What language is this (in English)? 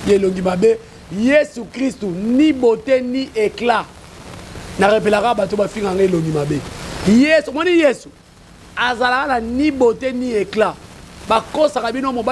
Lingala